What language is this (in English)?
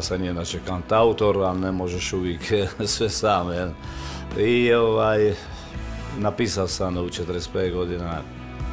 Croatian